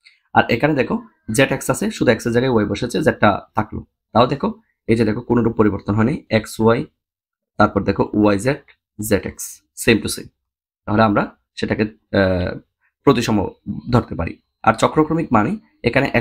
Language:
Bangla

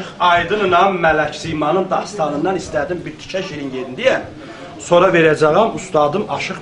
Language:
South Azerbaijani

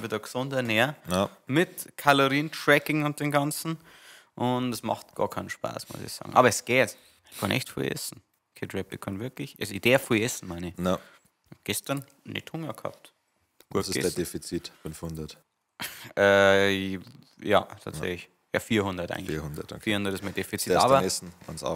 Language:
Bavarian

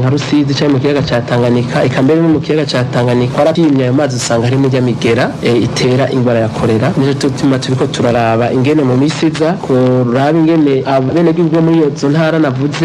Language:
Rundi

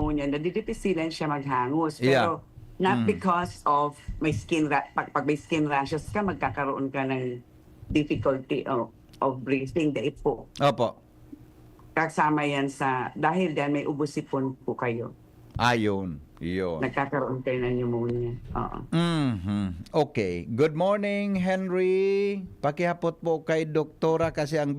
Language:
Bikol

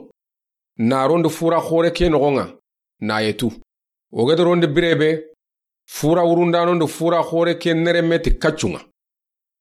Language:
Soninke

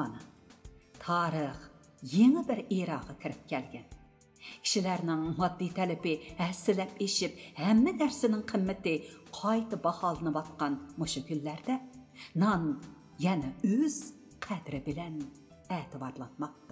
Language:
Uyghur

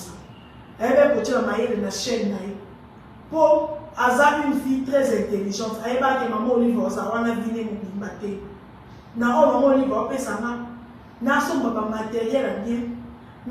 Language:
Lingala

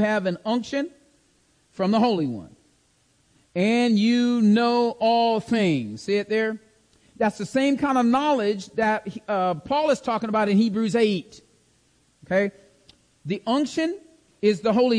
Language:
English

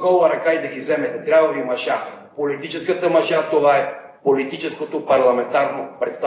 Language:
Bulgarian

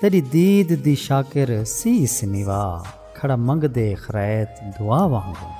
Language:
Saraiki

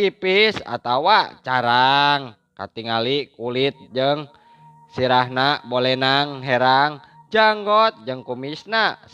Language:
Sundanese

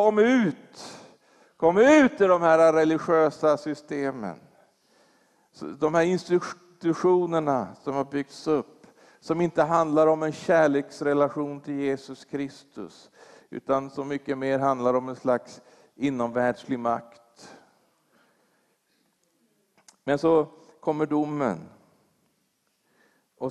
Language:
Swedish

